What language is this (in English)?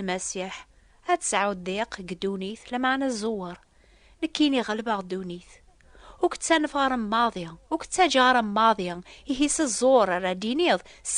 Kabyle